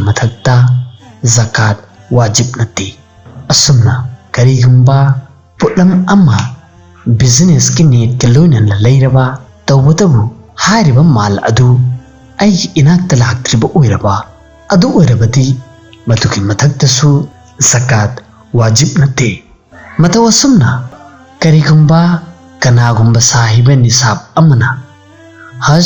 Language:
Manipuri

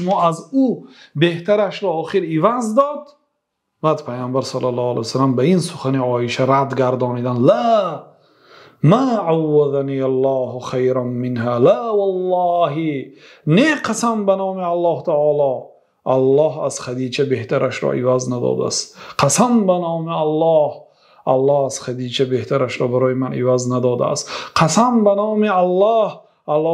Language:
Persian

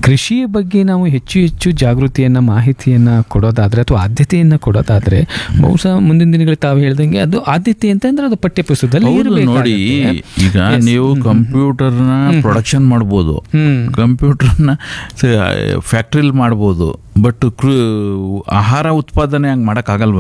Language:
Kannada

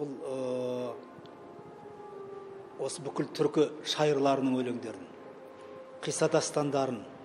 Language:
Kazakh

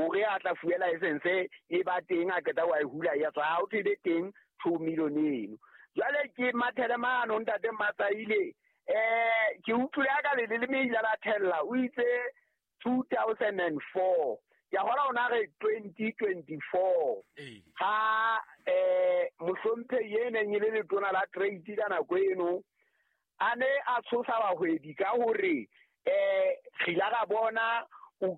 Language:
Southern Sotho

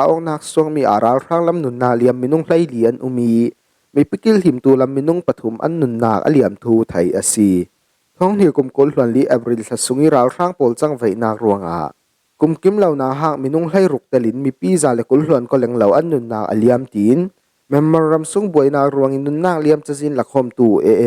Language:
Falam Chin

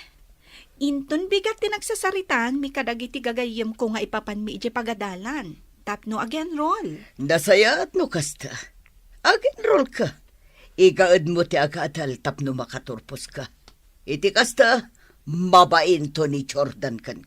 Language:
Iloko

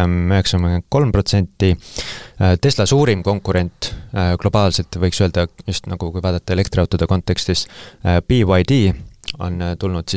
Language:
Estonian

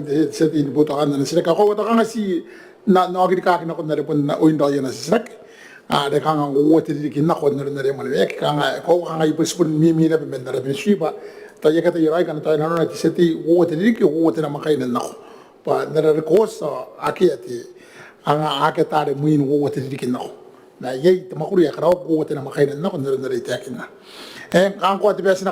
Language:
Gilbertese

